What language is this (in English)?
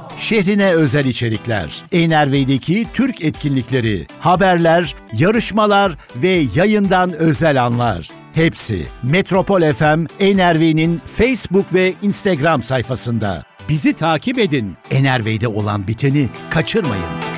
Turkish